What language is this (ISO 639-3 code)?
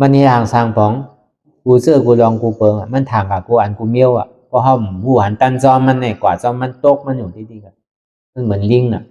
shn